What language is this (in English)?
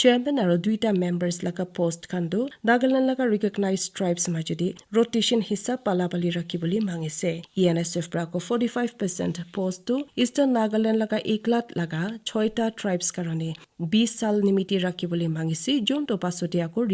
Naga Pidgin